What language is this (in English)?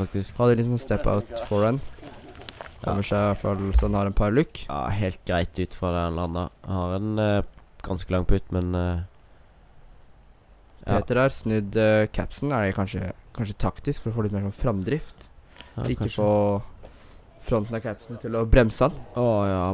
Norwegian